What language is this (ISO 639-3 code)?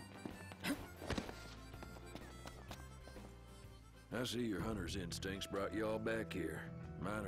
eng